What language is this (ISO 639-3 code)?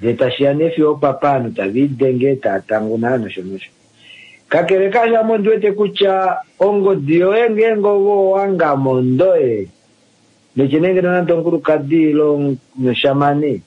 kua